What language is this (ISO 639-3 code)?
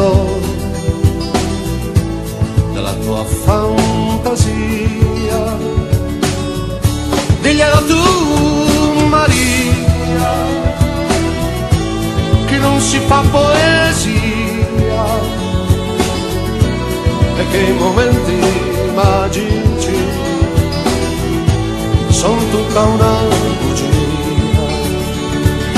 ita